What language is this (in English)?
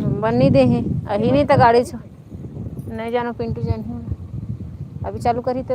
Chhattisgarhi